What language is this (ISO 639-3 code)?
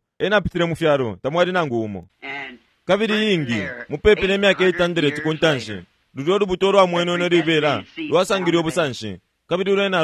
bem